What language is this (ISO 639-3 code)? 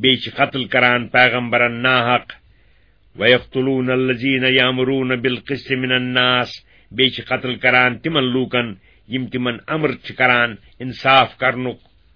kas